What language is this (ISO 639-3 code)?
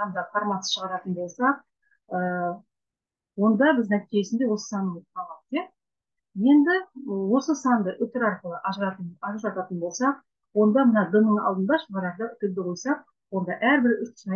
kaz